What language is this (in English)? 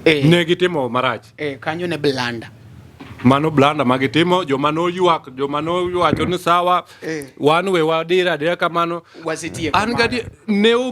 Luo (Kenya and Tanzania)